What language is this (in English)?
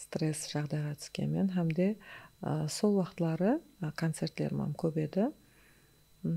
Kara-Kalpak